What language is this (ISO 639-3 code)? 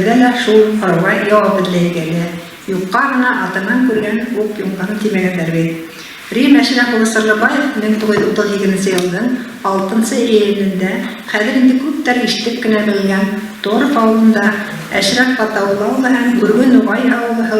bak